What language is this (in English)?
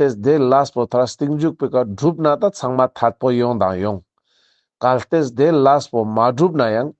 Ladakhi